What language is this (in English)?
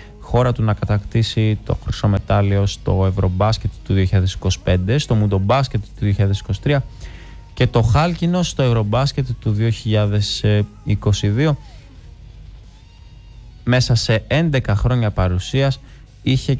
Greek